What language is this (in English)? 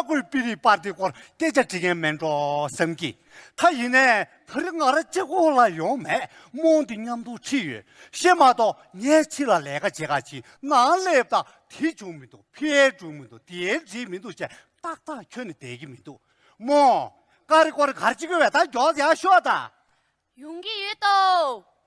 Tibetan